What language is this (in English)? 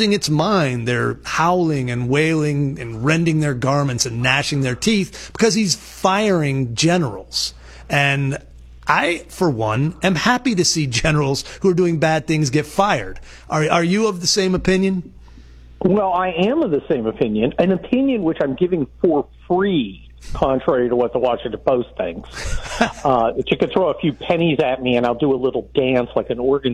English